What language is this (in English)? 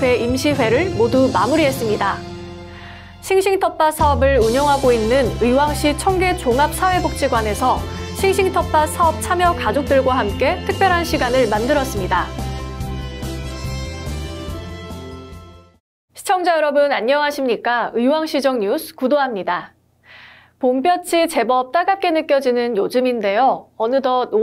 Korean